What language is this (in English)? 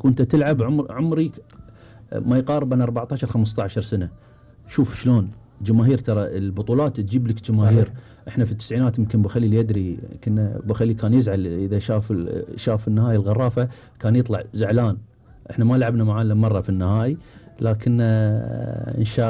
Gulf Arabic